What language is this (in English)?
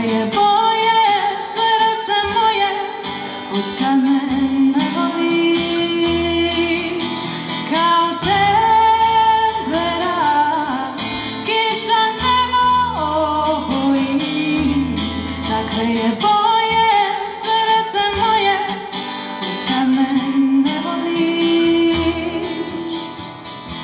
Croatian